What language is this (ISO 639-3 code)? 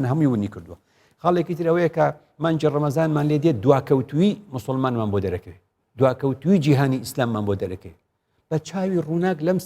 ckb